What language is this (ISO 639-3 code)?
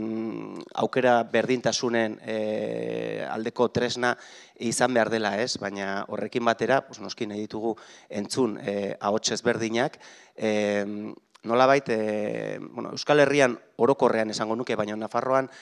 eus